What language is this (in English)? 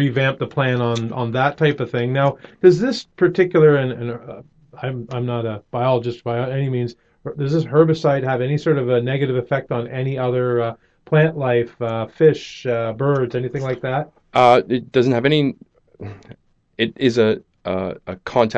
English